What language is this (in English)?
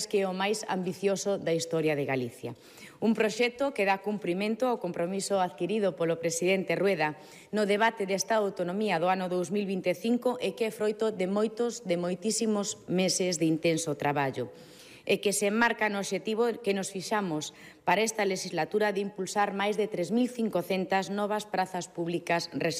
Galician